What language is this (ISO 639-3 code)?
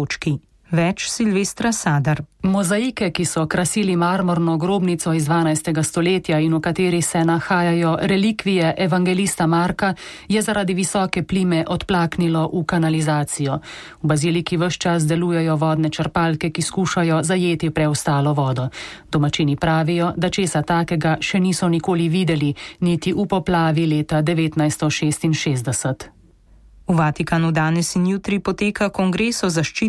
slv